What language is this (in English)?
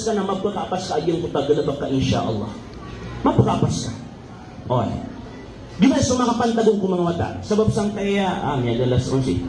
Maranao